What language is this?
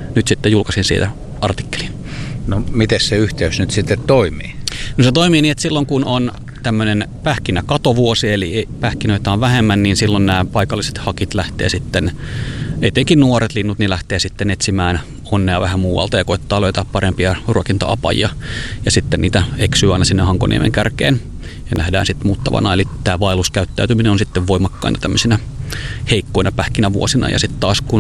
Finnish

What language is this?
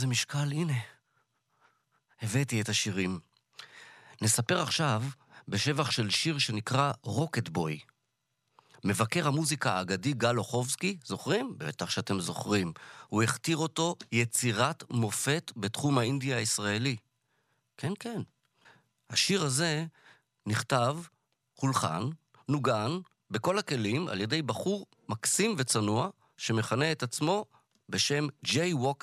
Hebrew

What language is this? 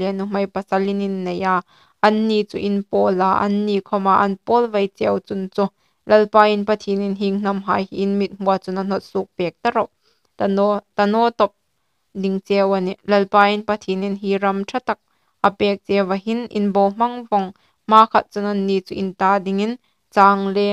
Hmar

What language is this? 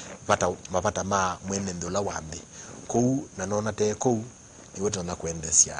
Kamba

